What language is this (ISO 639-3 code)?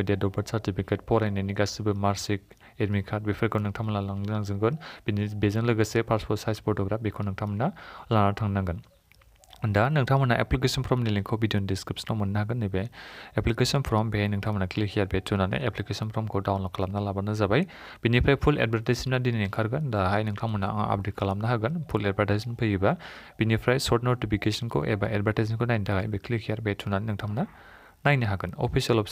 brx